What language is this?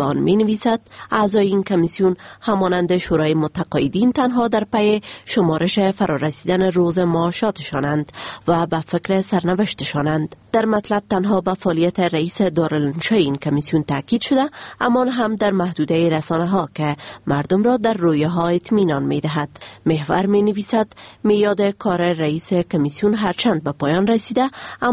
Persian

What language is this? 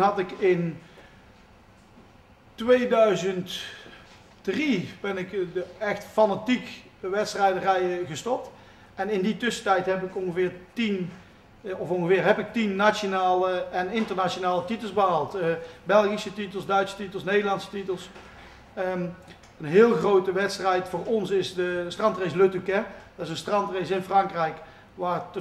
Dutch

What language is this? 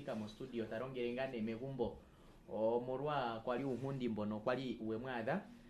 Kuanyama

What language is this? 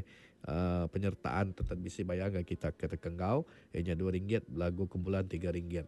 Iban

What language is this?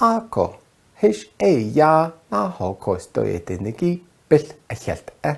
Navajo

